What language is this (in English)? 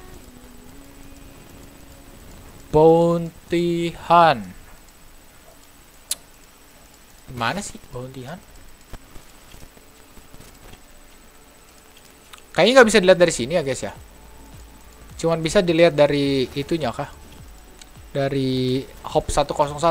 Indonesian